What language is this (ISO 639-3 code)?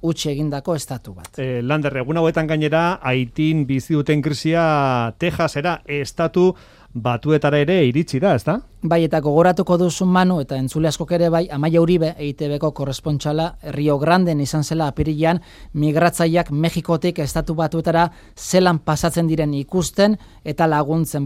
eus